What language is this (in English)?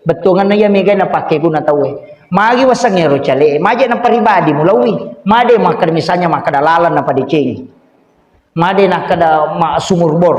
Buginese